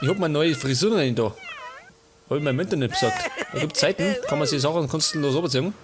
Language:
Bavarian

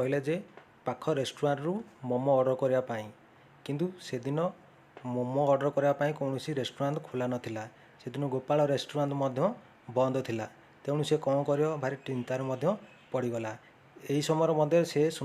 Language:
Odia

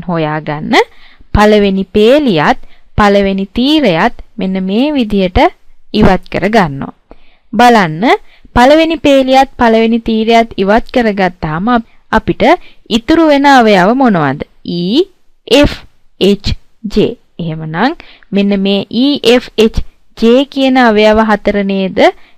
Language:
Sinhala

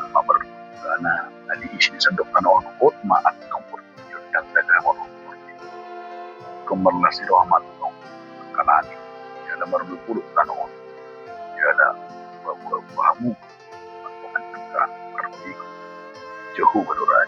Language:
Batak Toba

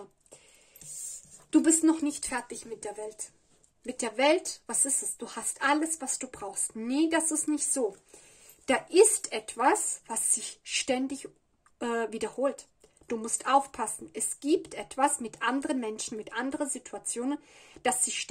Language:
German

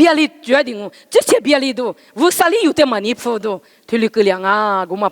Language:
Lisu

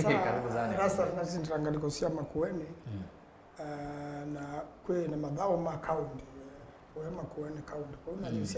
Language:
Kamba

